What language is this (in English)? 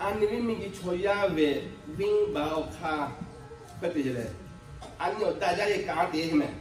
Lahu